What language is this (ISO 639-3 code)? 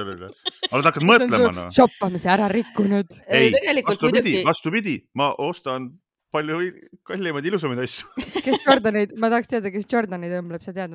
est